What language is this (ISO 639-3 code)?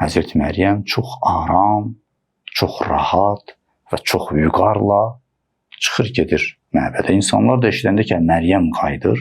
aze